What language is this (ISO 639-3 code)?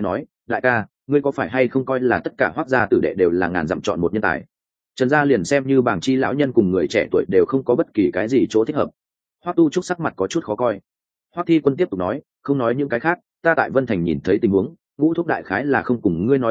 vie